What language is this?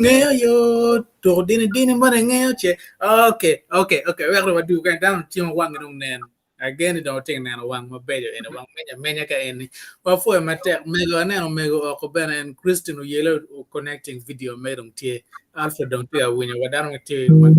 Acoli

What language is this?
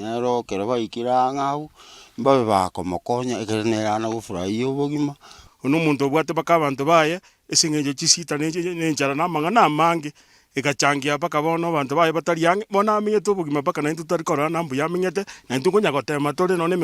Gusii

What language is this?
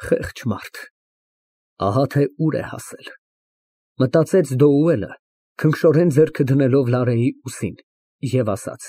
Armenian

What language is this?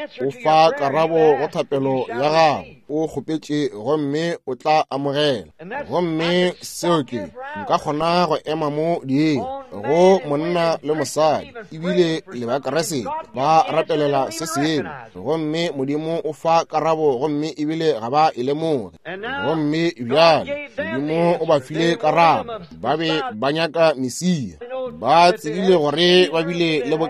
Northern Sotho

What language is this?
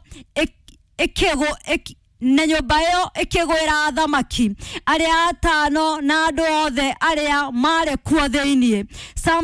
Kikuyu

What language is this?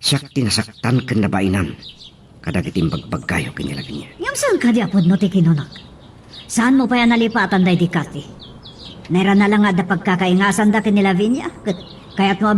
Iloko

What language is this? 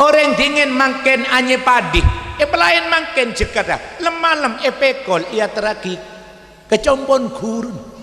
Madurese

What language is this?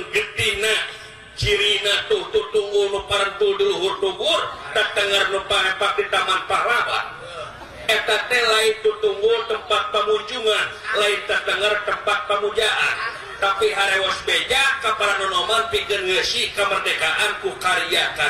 Sundanese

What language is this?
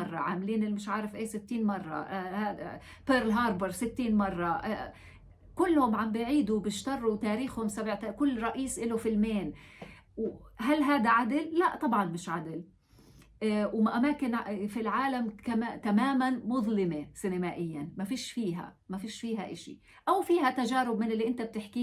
North Levantine Arabic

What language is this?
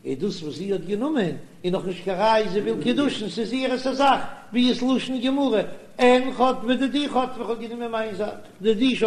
Yiddish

